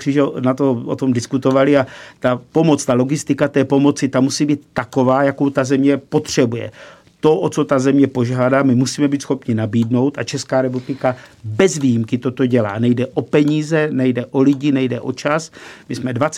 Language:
Czech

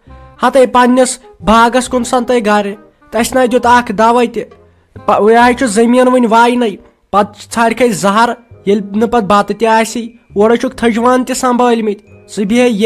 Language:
Kashmiri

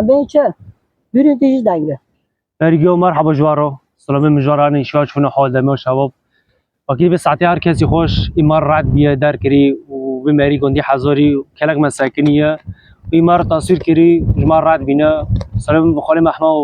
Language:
Kurdish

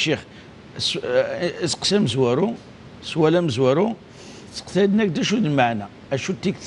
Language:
Kabyle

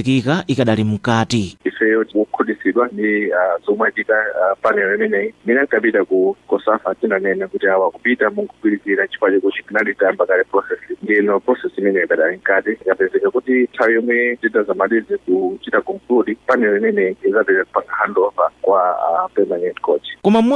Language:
Nyanja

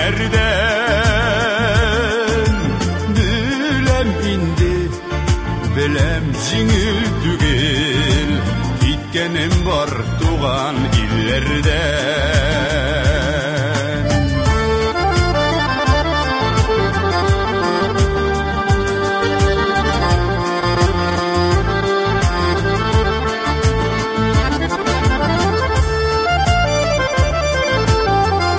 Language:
Tatar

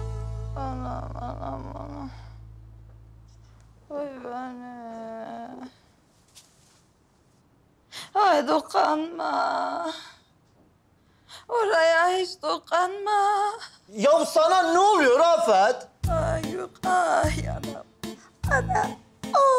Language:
Turkish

